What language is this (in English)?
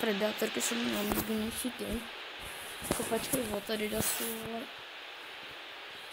Czech